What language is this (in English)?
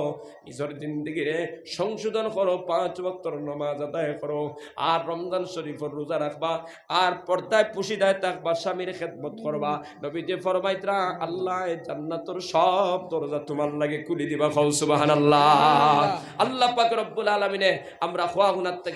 Sylheti